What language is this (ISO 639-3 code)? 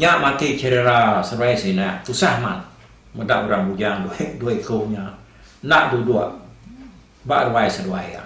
iba